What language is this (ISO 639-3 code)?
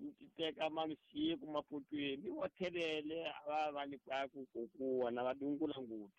tso